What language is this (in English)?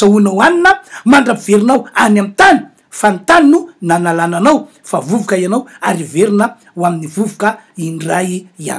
Malagasy